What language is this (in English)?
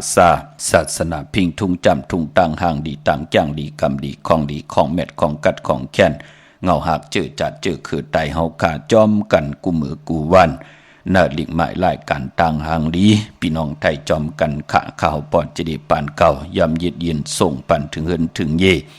Shan